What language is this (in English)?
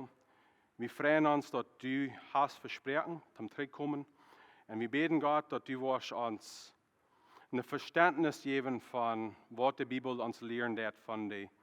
Plautdietsch